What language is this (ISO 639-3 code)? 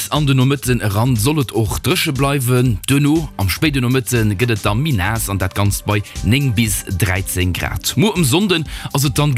ltz